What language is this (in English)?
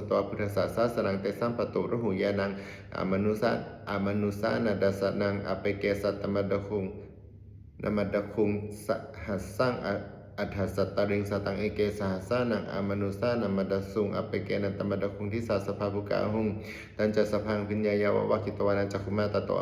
Pali